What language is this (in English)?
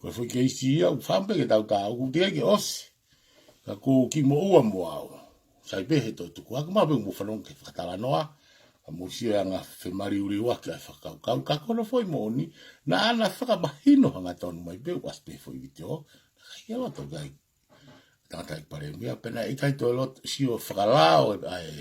Tongan